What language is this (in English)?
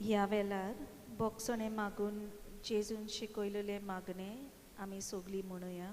Konkani